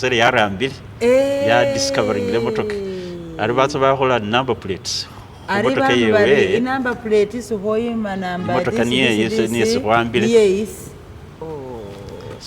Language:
Masaaba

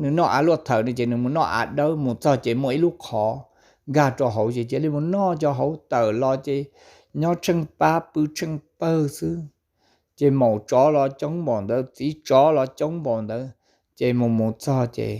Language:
Hmong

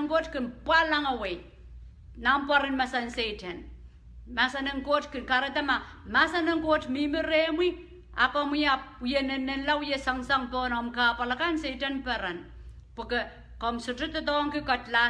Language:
Pohnpeian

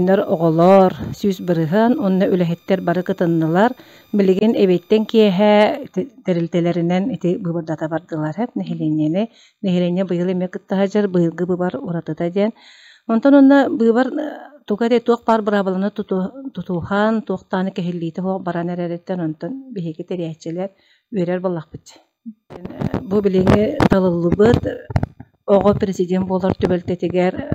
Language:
Yakut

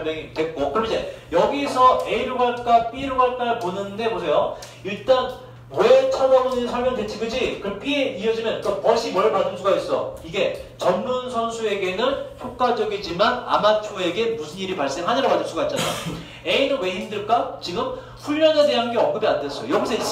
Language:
Korean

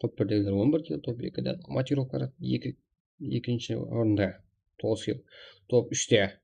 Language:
Kara-Kalpak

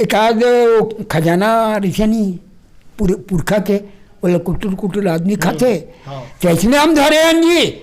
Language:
Chhattisgarhi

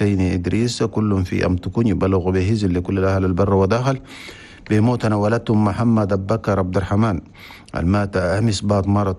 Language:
Chadian Arabic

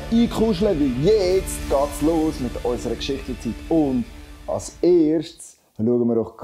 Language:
Swiss German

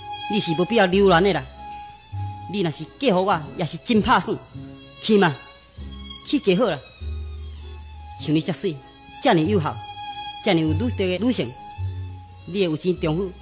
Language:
Min Nan Chinese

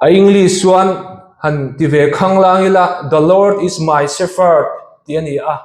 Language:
Mizo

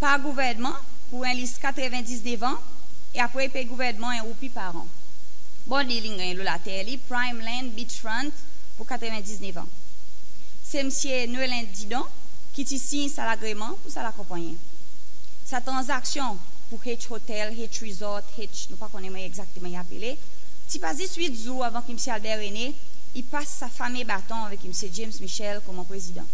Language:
Seselwa Creole French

